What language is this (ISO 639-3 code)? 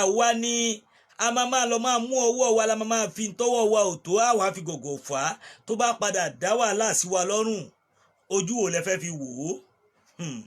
yor